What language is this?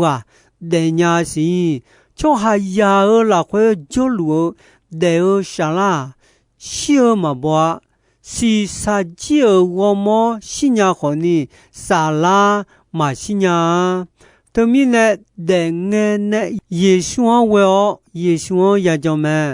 Akha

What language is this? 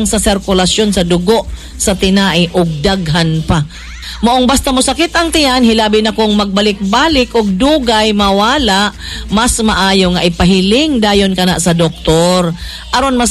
Cebuano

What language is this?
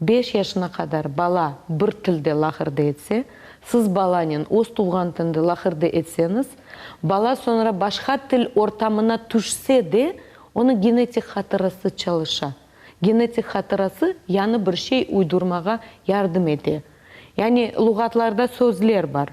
Crimean Tatar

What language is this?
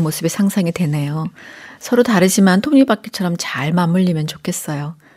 Korean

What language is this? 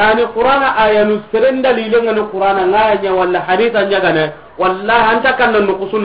Soninke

